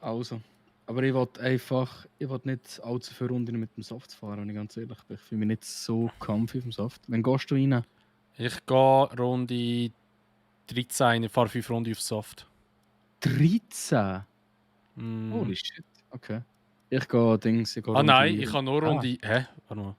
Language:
Swiss German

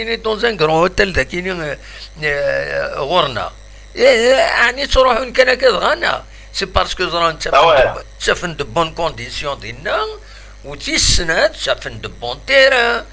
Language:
Kabyle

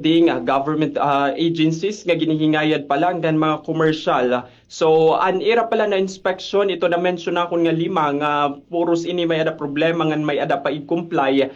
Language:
Waray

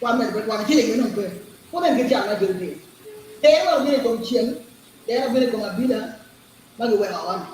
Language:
Acoli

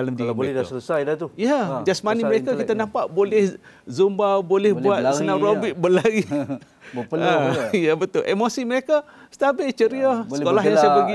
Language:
Malay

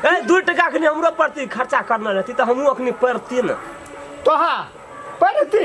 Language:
Maithili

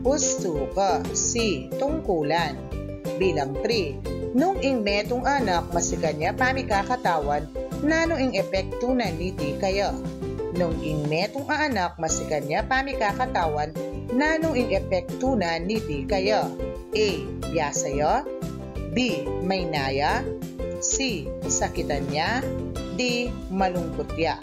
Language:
Pampanga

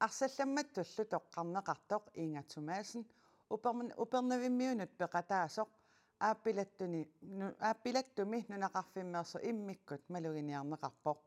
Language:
Kalaallisut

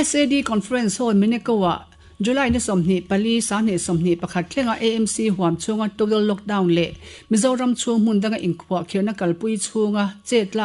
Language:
Mizo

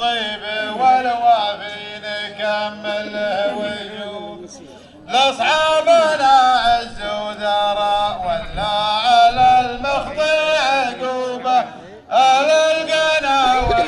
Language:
Arabic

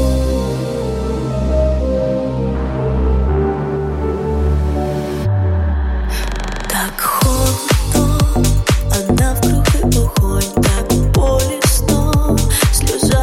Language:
Ukrainian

